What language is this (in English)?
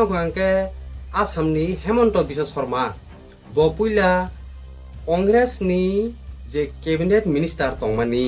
Kok Borok